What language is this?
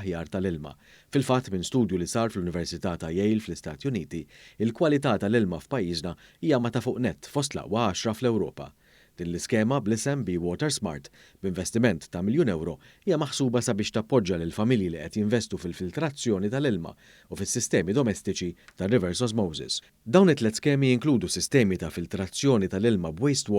Maltese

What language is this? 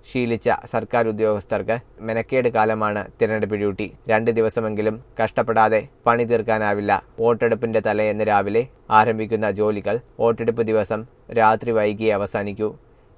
Malayalam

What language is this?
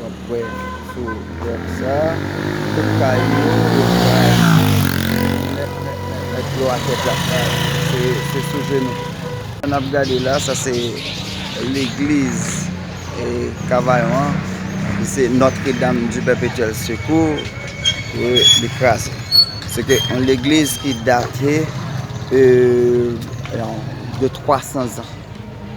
Haitian Creole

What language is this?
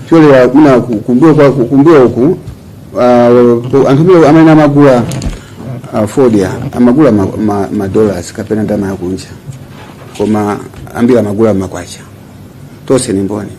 Nyanja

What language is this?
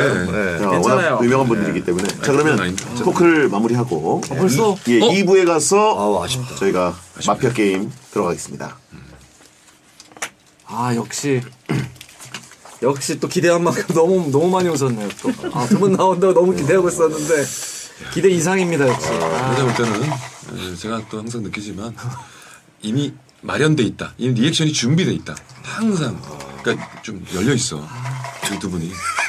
Korean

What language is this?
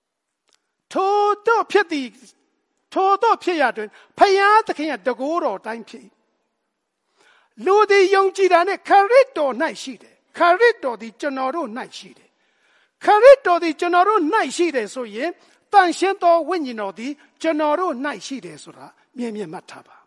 Burmese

